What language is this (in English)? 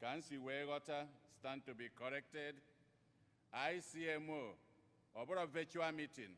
Igbo